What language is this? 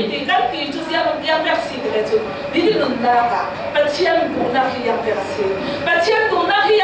Falam Chin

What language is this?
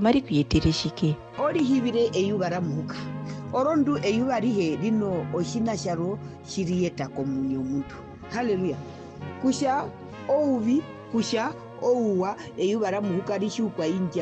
Herero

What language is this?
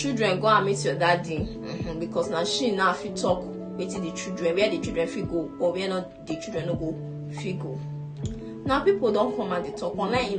Nigerian Pidgin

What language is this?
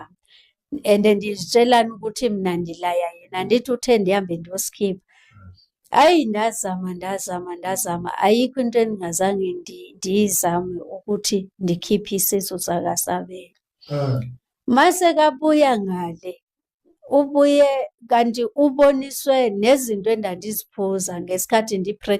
Zulu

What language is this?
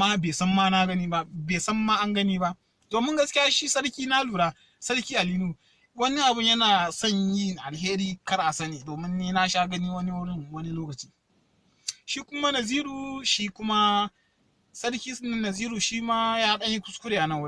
Hausa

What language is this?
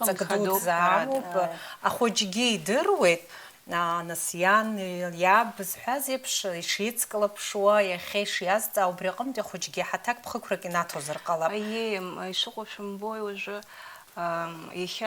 Abkhazian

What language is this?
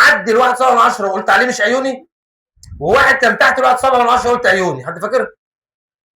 Egyptian Arabic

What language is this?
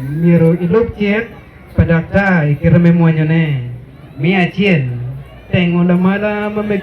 Acoli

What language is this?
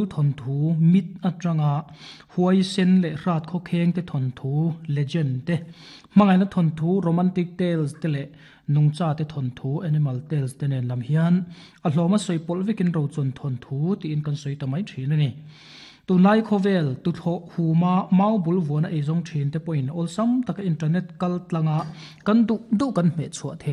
Mizo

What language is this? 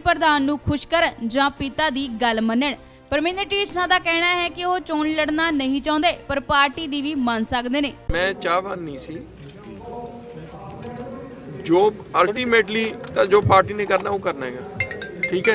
Punjabi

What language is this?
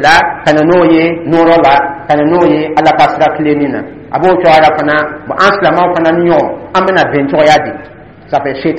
Dyula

